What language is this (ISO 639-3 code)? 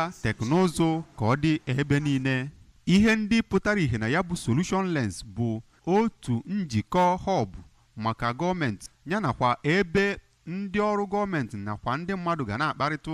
ibo